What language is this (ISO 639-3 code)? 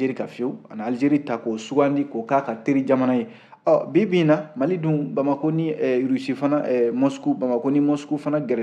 bam